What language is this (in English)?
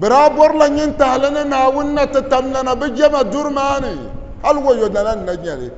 Dagbani